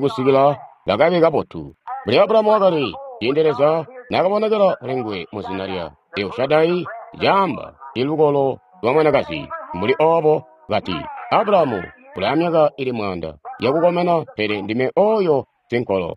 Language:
Tonga (Zambia)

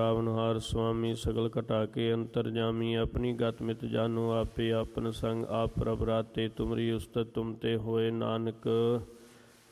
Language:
Punjabi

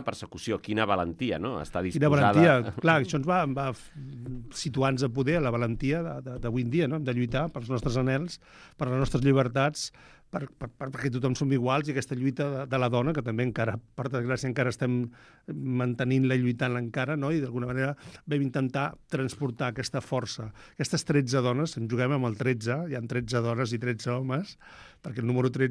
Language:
Catalan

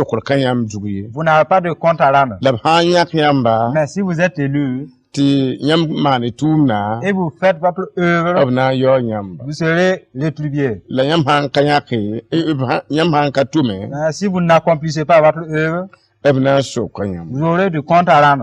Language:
Mossi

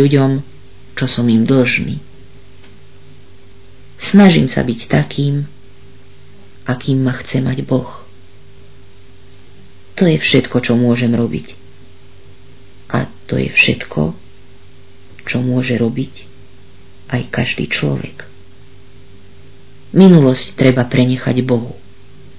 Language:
Slovak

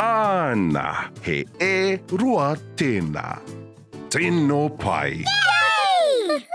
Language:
Māori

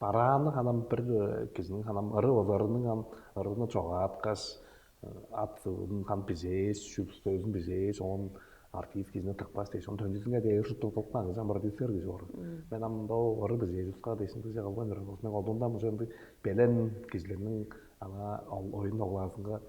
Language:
Tuvinian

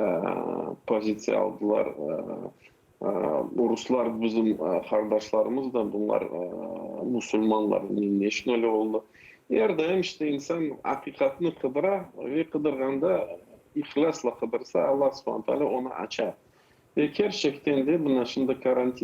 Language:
Crimean Tatar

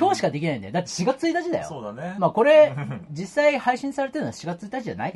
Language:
Japanese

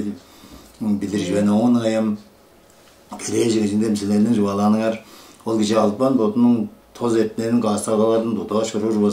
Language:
Tuvinian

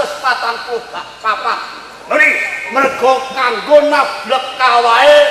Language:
Javanese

